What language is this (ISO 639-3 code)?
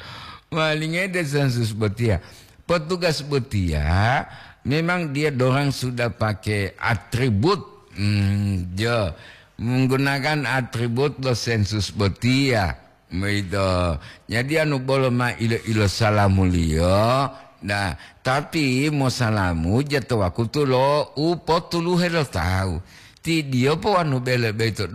gor